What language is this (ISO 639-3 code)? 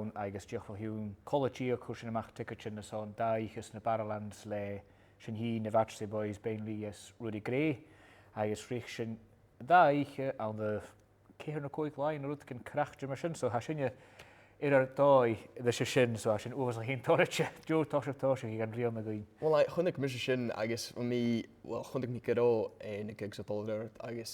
gla